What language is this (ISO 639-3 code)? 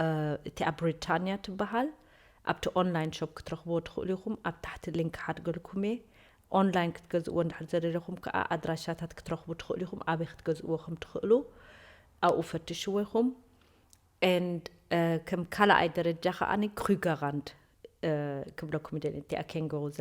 tir